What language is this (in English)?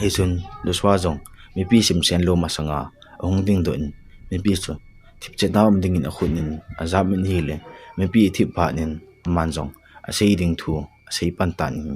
Thado Chin